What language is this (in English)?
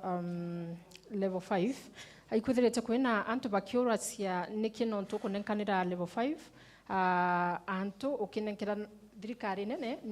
Meru